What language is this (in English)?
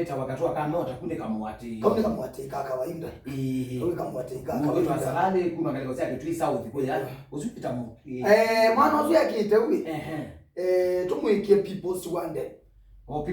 Kamba